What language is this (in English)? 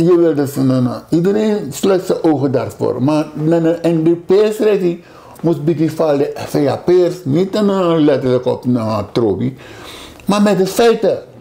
Sranan Tongo